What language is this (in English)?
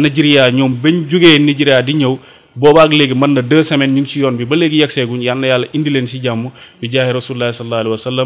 Wolof